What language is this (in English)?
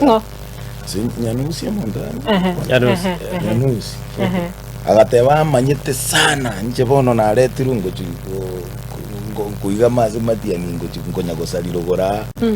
Gusii